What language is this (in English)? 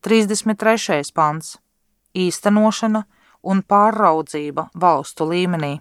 Latvian